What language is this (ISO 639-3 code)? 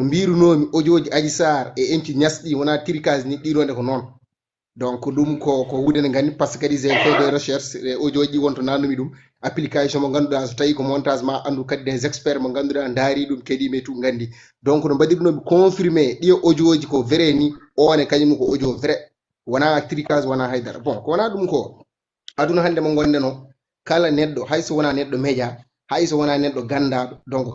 ful